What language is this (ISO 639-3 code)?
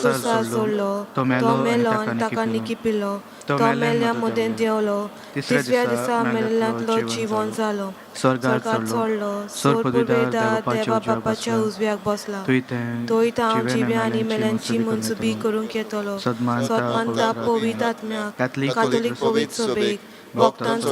kok